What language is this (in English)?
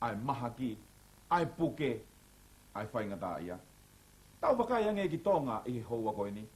Tongan